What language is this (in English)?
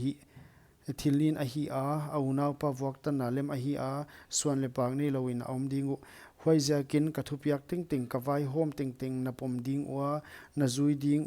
Paite Chin